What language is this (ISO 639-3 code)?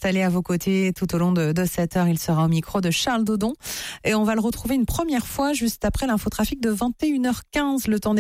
fra